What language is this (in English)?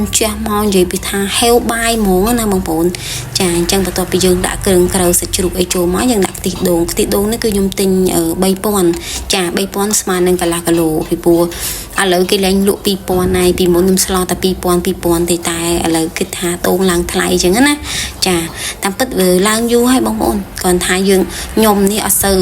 Khmer